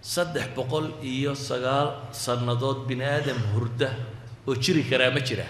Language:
Somali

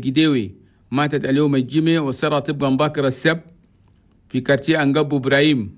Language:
Chadian Arabic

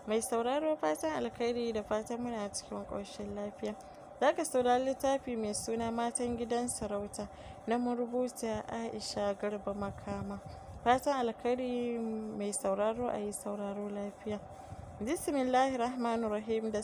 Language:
Hausa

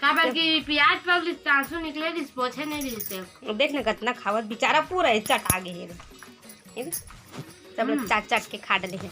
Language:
Chhattisgarhi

